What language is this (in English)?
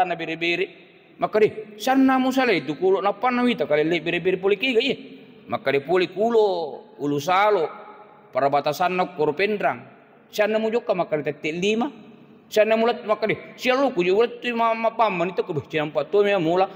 Buginese